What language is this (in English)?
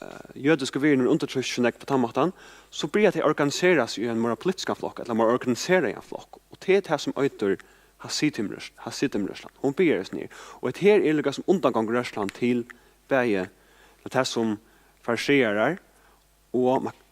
Faroese